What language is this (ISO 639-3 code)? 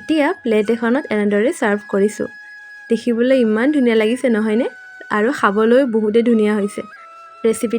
asm